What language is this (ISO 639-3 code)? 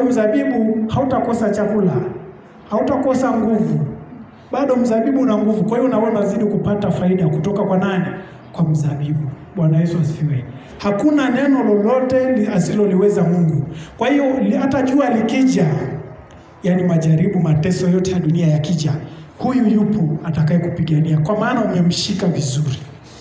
swa